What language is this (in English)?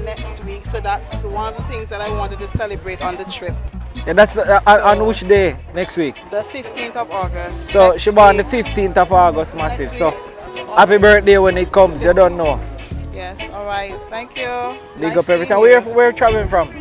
Jamaican Creole English